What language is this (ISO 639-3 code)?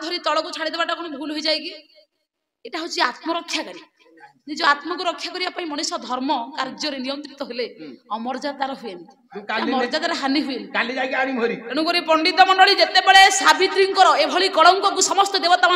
ori